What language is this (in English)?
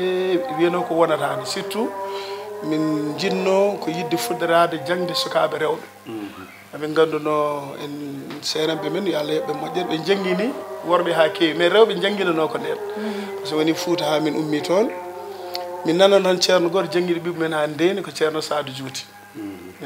Fula